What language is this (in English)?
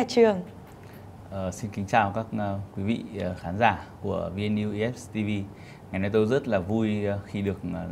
Vietnamese